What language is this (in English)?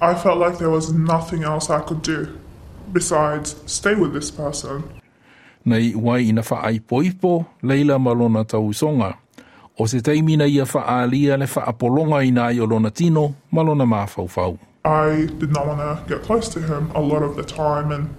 Samoan